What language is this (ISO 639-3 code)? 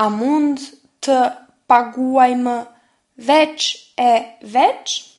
sqi